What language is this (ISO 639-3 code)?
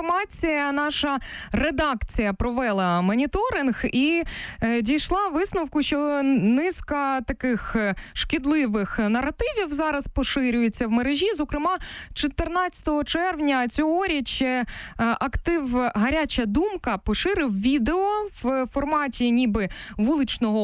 ukr